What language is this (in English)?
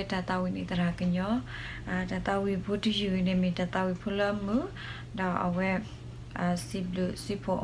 S'gaw Karen